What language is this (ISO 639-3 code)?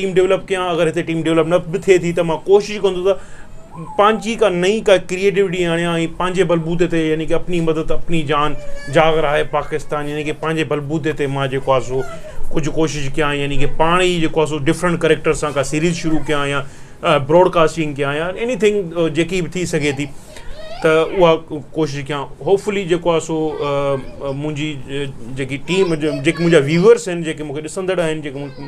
snd